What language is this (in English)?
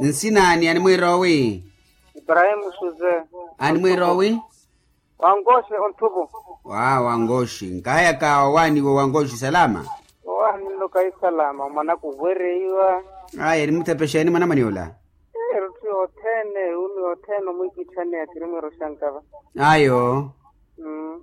Makhuwa